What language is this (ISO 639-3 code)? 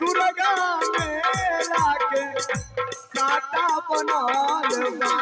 mai